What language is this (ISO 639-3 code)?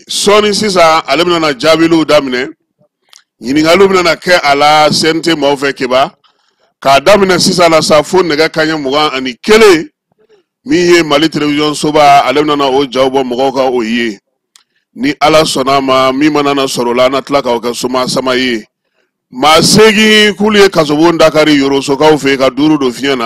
bam